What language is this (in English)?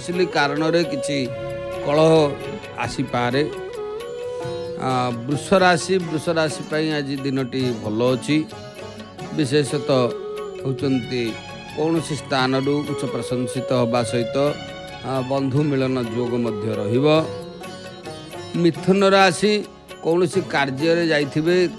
Odia